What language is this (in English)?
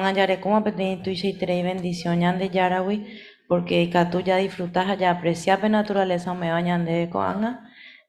Guarani